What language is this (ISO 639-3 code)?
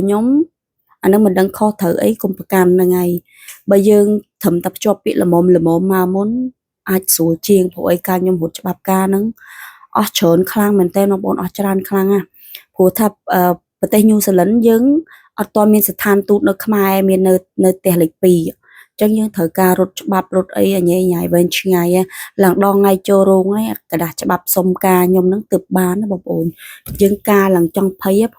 khm